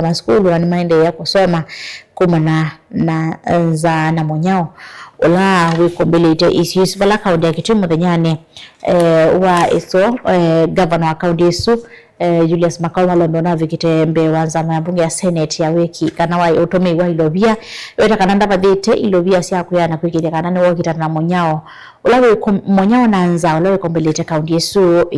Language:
Kamba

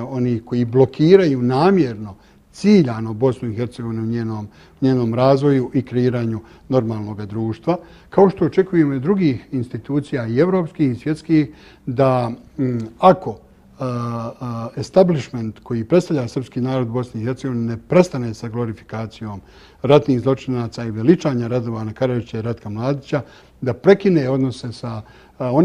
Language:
Bosnian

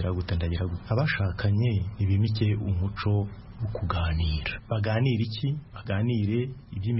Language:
Kinyarwanda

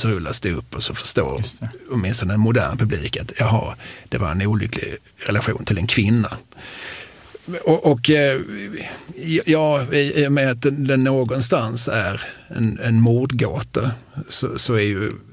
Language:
Swedish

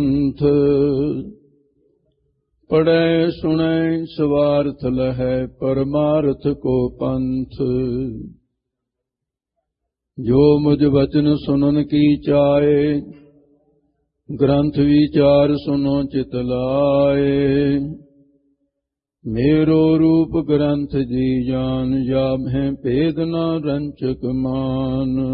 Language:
Punjabi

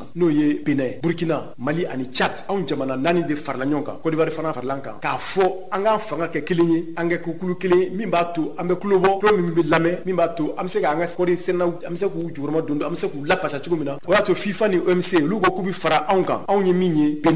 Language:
Bambara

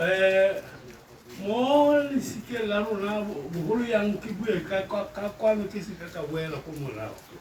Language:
Tswana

